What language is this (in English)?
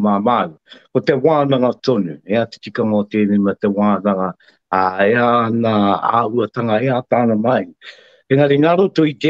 Māori